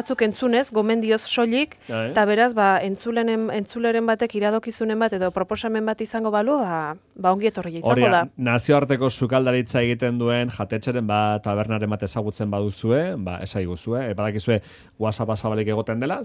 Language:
Basque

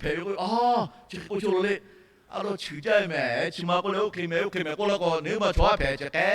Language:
Lahu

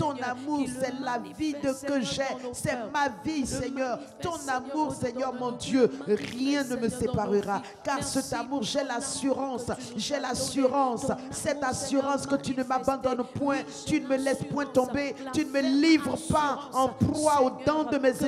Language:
French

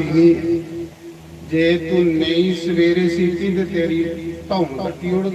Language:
Dogri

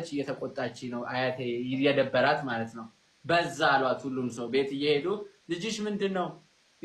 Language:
Amharic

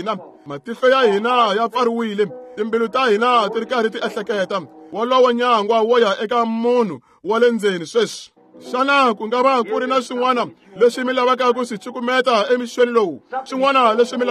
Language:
Tsonga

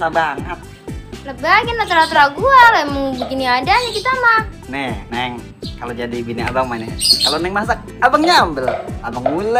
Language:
Betawi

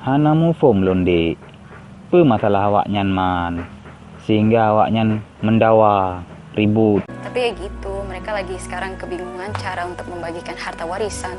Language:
Achinese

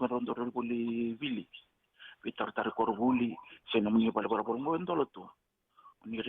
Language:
Fijian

